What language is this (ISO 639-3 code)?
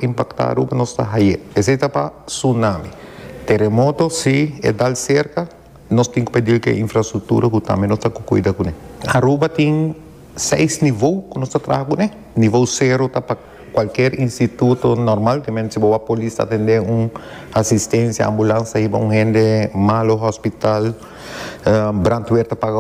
pap